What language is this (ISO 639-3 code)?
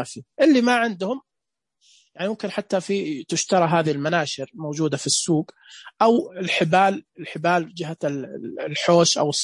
ars